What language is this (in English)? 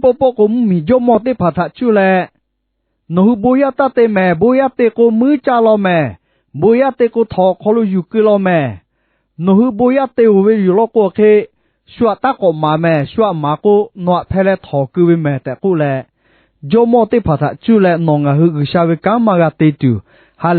Lahu